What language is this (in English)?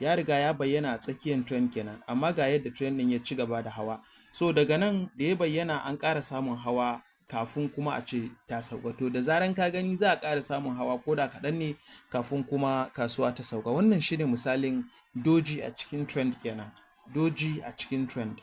Hausa